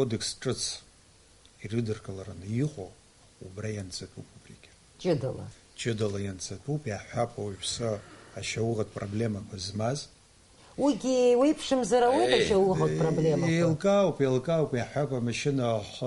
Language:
Abkhazian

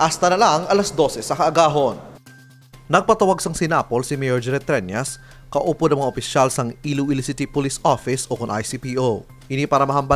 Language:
Hiligaynon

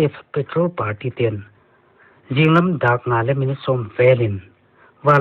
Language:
Paite Chin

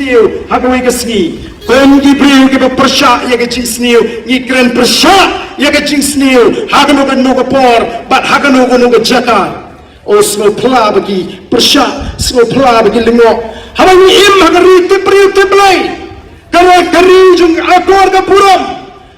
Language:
Khasi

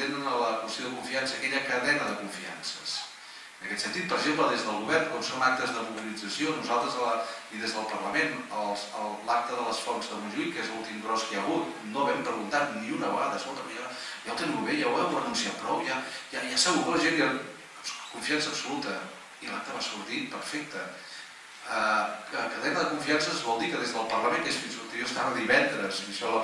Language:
Catalan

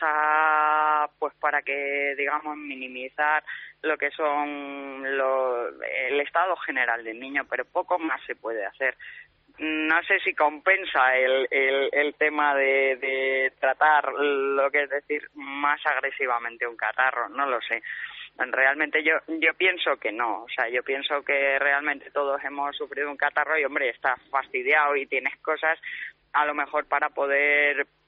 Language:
Spanish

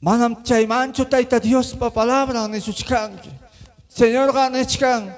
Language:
Ayacucho Quechua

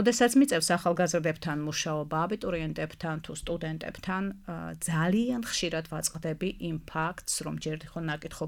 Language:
Georgian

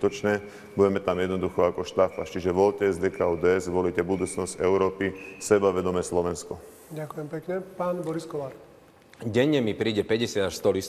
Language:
Slovak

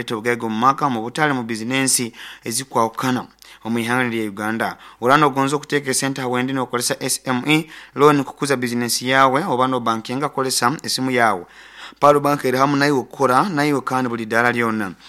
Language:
Nyoro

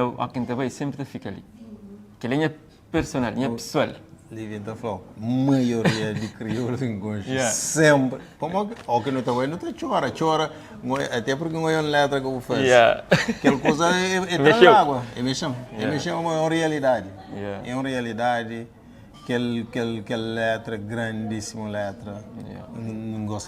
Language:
Kabuverdianu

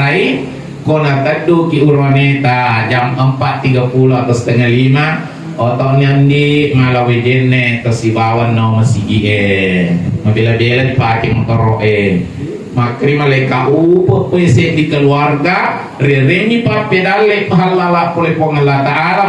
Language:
Buginese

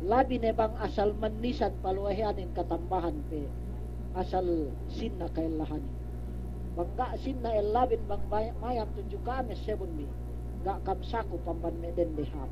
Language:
Yakan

